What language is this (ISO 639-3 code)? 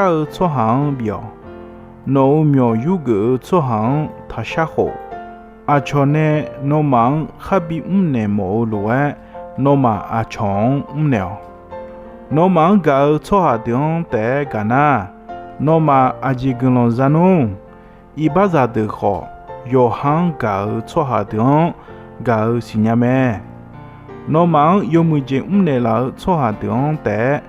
ahk